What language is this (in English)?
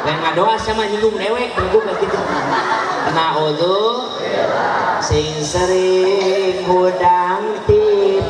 Sundanese